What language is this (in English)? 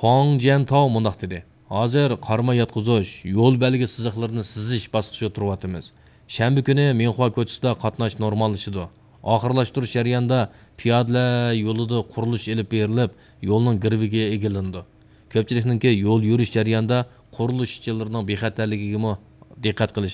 Uyghur